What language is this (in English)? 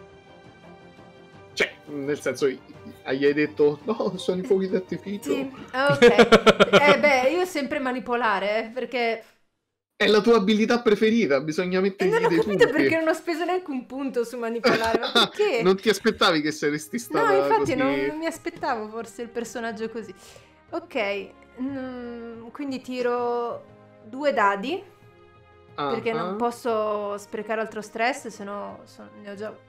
Italian